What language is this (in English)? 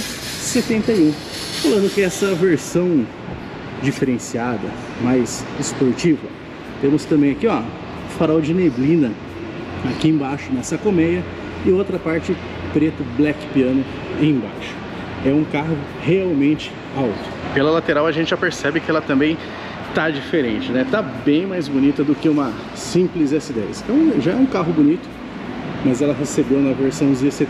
Portuguese